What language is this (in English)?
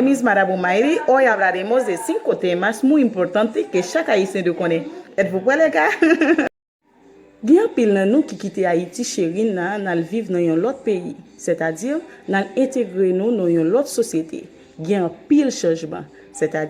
Haitian Creole